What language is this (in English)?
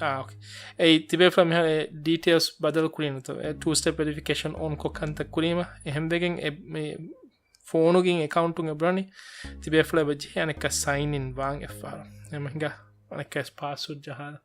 Divehi